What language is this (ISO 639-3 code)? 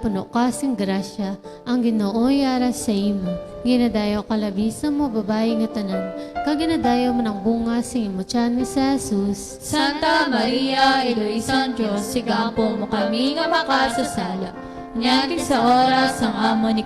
hil